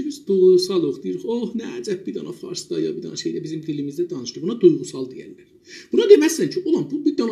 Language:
South Azerbaijani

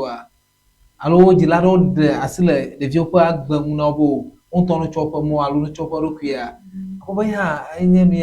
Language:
Ewe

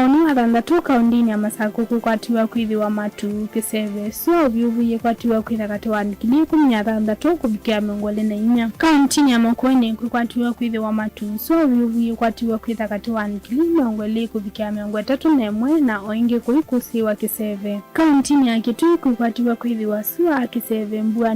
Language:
Kamba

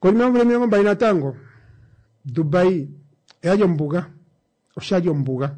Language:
Kuanyama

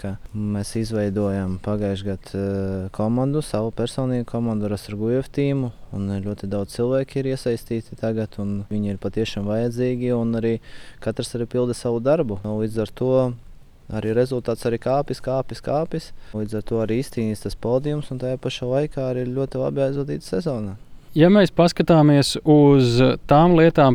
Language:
Latvian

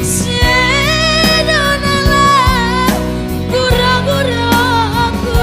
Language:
Batak Toba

